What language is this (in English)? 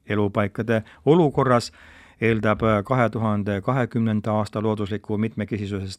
Estonian